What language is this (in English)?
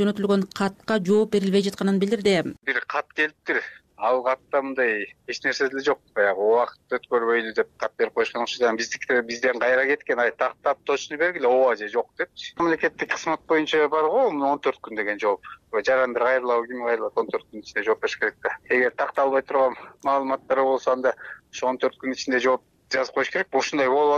Kyrgyz